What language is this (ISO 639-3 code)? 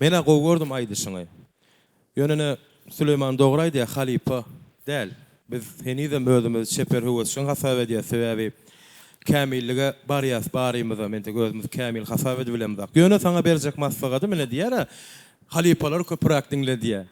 tuk